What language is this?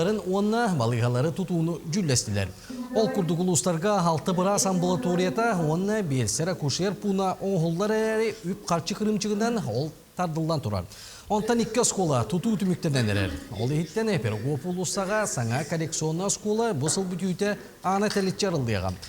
Yakut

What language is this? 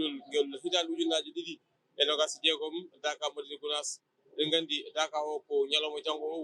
Fula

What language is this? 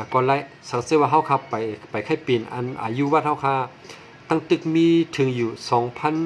Shan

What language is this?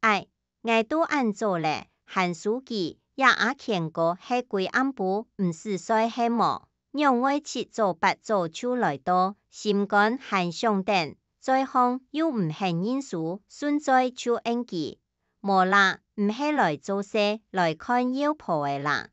Hakka Chinese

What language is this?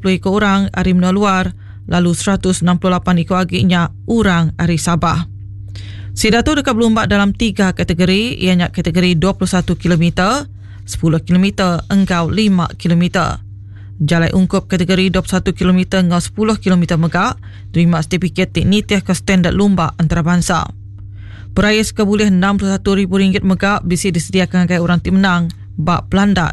Iban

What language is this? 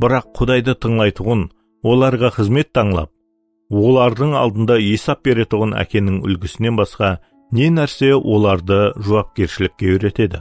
Kara-Kalpak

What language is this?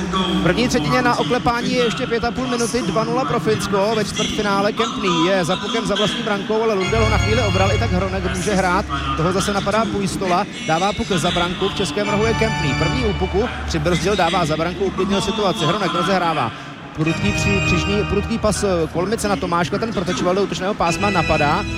Czech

